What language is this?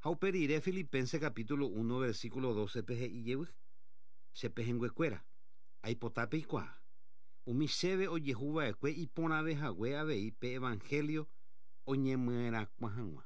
Guarani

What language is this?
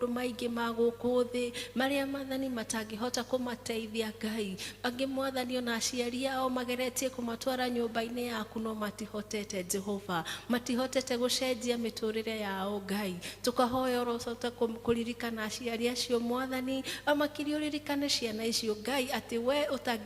Kikuyu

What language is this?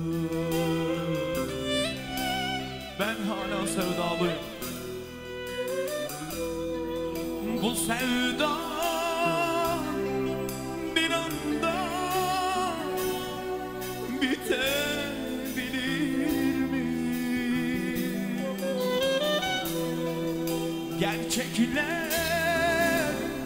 Turkish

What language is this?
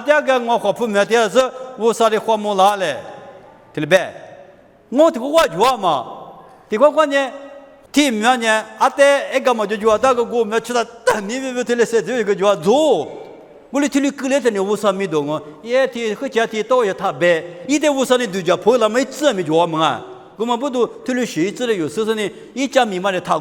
Lisu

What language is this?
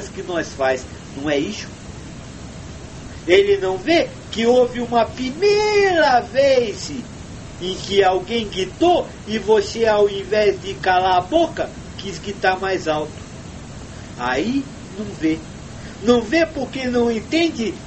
Portuguese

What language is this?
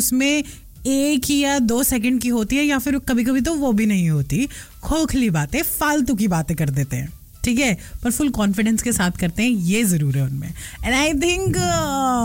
Hindi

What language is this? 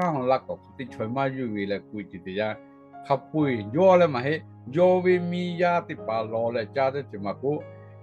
Lahu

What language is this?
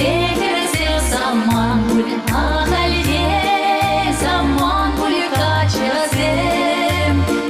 Chuvash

